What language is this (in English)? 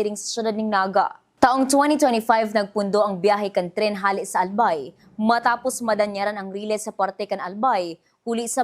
Bikol